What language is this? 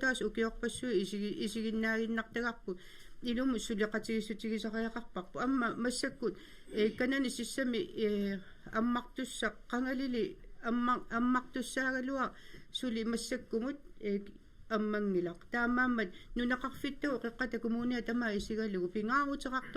Kalaallisut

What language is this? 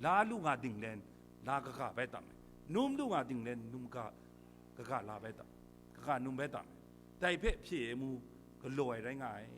Kachin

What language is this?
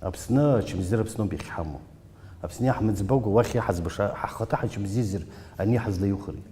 Abkhazian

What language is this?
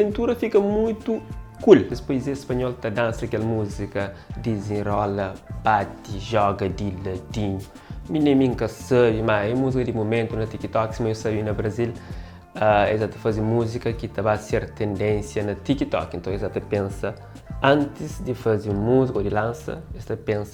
Kabuverdianu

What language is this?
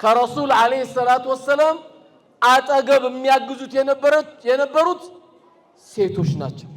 Amharic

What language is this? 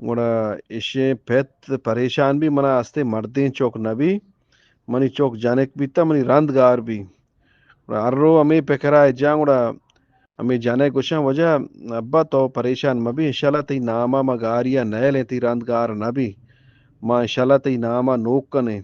Eastern Balochi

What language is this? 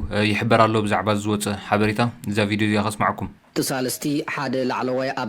Tigrinya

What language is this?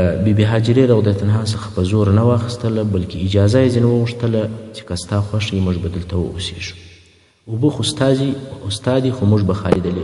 Pashto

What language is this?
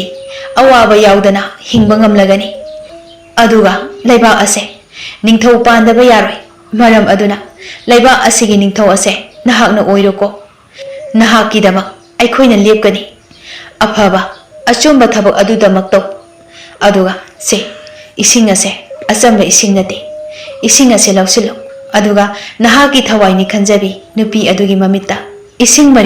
Manipuri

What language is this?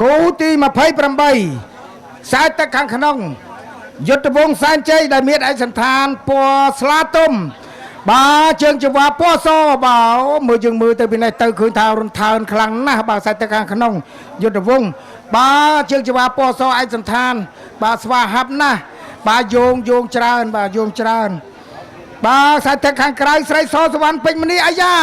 Khmer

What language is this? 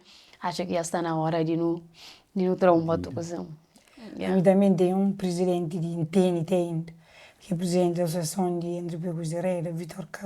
Kabuverdianu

